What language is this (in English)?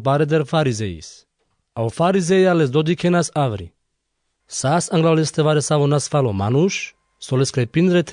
Carpathian Romani